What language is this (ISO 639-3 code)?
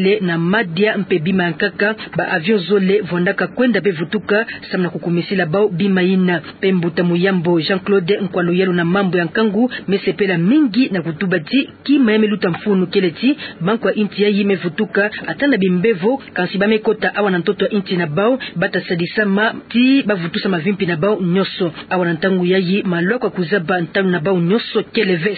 ktu